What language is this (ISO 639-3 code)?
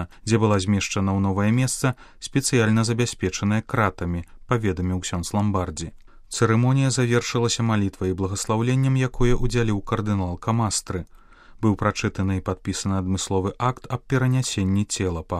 bel